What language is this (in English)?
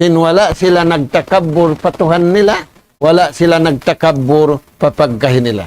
Tausug